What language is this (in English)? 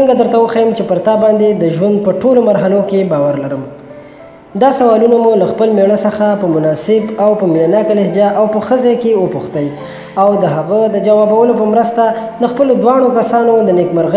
Pashto